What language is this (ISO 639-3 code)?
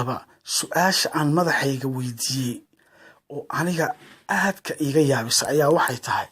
som